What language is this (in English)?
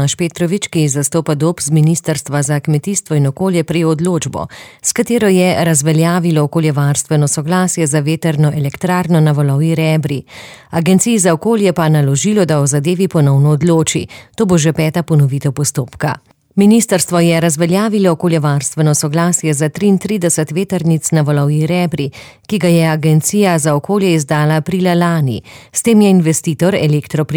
Slovenian